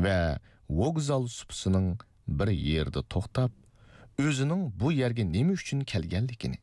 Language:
Uyghur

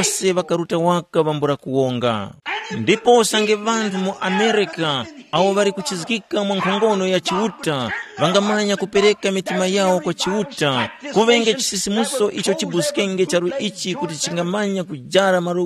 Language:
Tumbuka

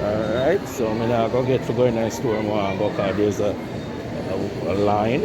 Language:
Jamaican Creole English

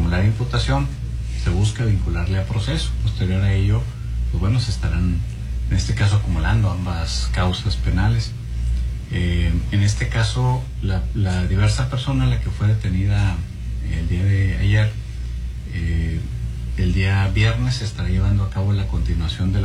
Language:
Spanish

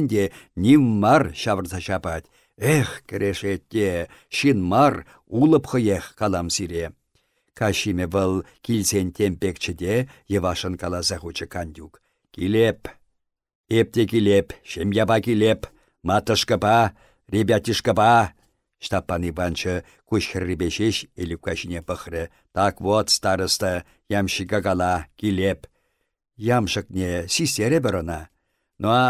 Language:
Chuvash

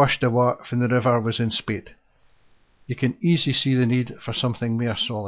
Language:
Scots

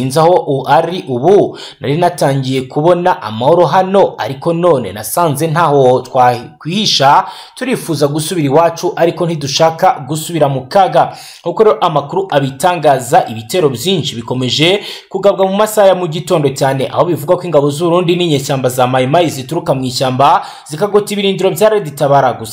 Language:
Kinyarwanda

